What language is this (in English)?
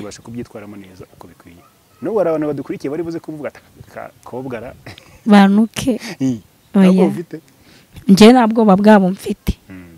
Kinyarwanda